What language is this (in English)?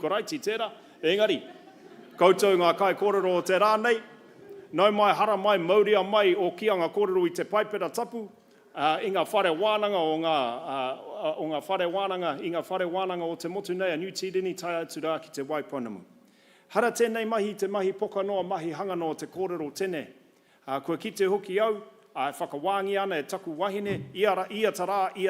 Māori